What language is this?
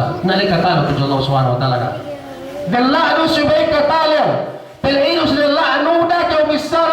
Yakan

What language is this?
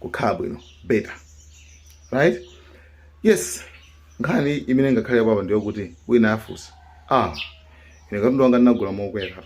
Nyanja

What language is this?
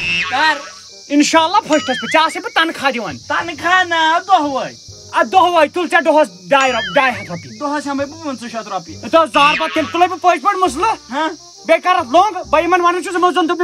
Kashmiri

